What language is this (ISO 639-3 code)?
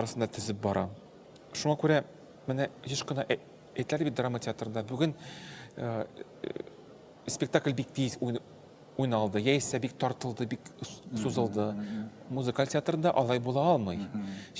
tat